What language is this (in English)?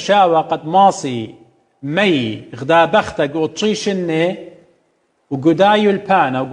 Assyrian Neo-Aramaic